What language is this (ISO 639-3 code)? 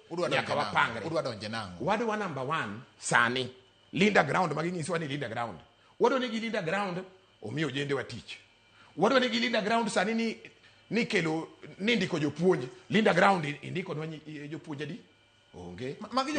luo